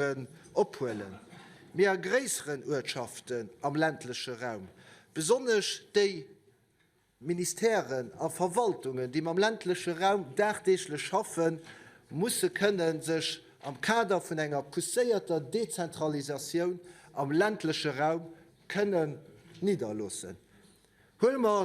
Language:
Luxembourgish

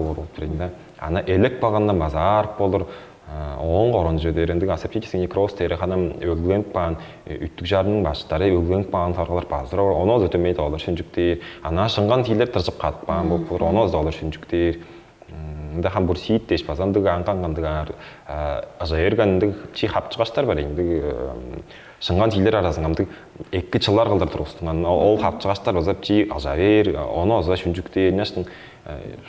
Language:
Tuvinian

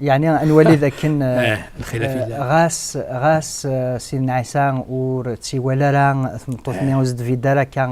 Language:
Kabyle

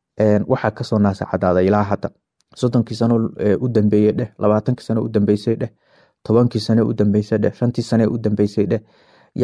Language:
Somali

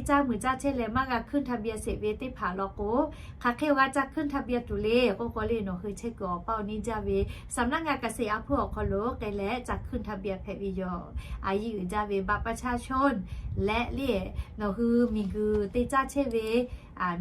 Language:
Lahu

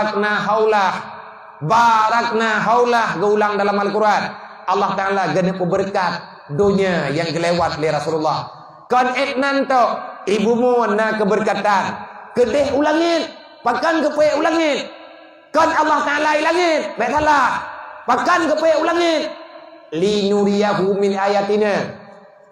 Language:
Achinese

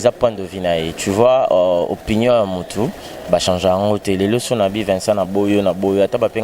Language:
Lingala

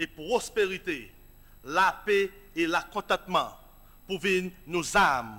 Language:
Seselwa Creole French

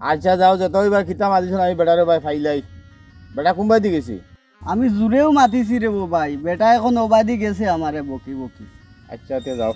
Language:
Sylheti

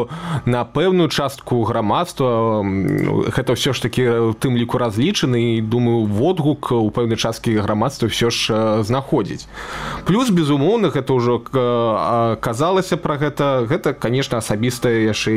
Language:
Belarusian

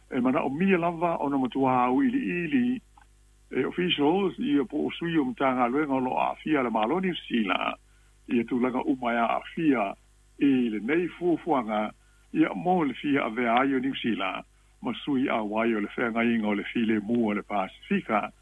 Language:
Samoan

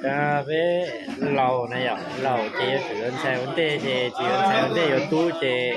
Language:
Hmong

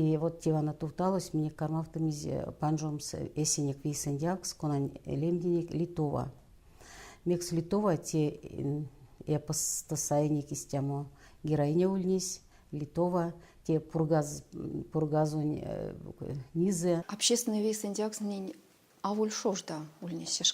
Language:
Erzya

